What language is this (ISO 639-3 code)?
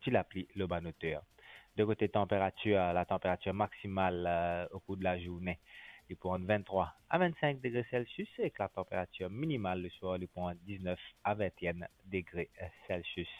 mfe